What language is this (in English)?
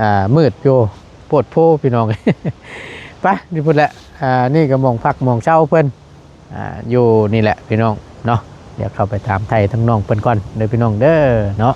Lao